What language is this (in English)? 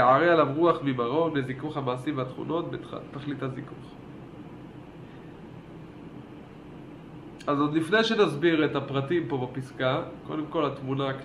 Hebrew